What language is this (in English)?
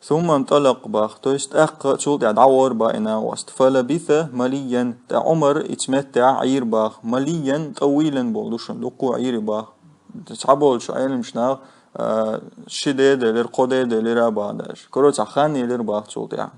Chechen